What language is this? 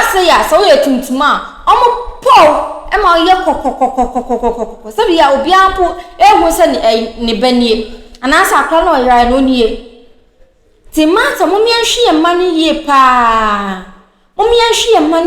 Akan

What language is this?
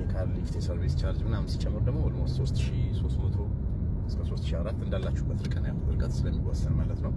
Amharic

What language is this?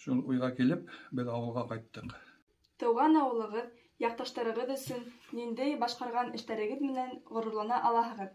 Bashkir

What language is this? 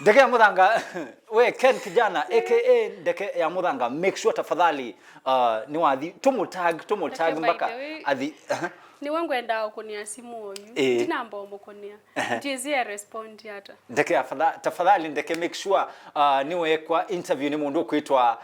Kamba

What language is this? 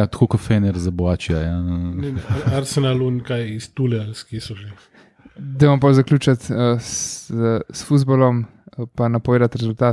Slovenian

